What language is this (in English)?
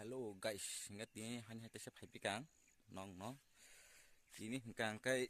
Kok Borok